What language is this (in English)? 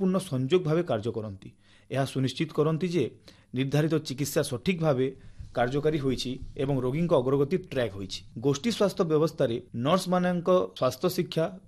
Odia